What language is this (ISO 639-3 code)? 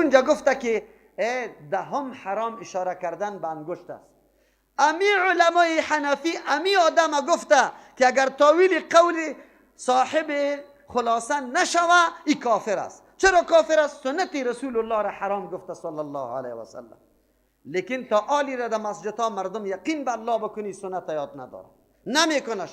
fas